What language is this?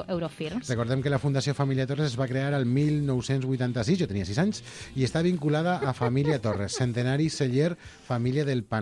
Catalan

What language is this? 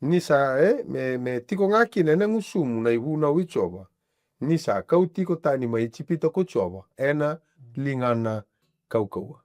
Fijian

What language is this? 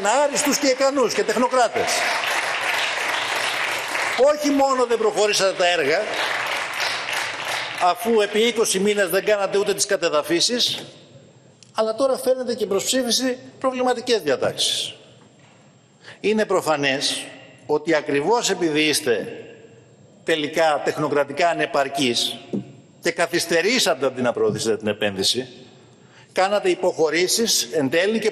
Greek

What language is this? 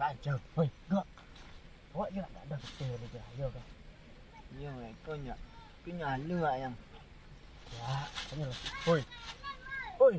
Minangkabau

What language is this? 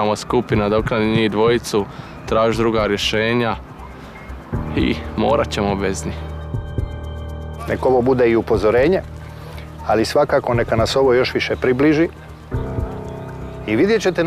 Croatian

